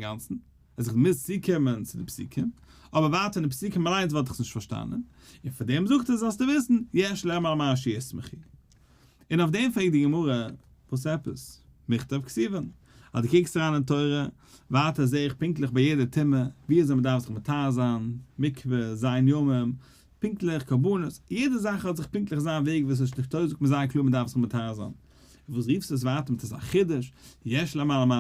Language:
Yiddish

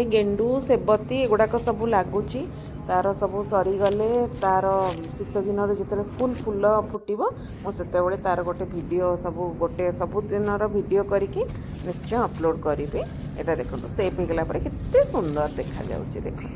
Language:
Odia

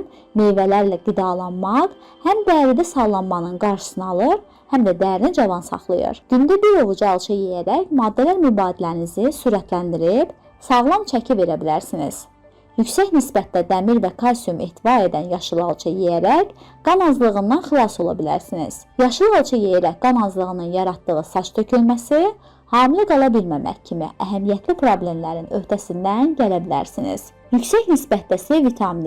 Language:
Azerbaijani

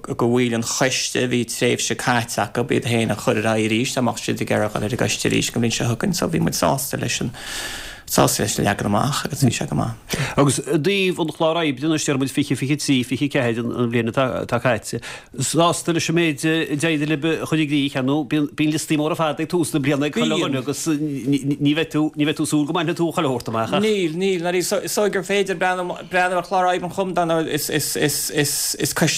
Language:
Irish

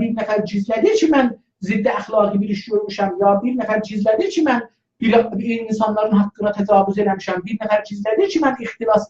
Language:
South Azerbaijani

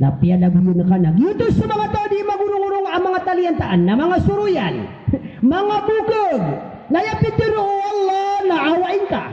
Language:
Maranao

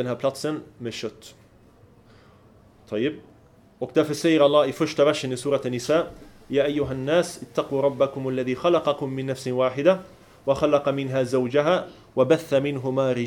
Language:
Swedish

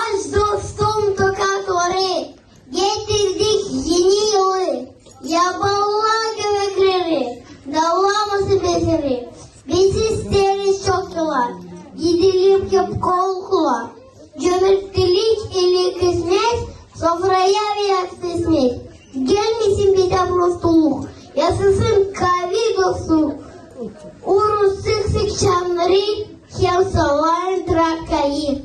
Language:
Gagauz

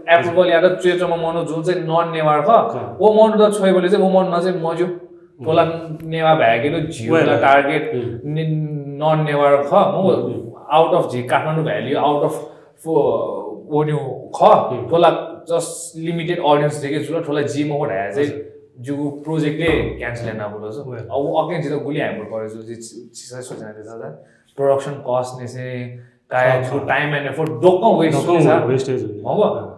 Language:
Newari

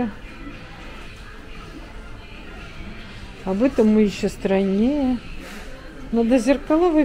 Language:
Russian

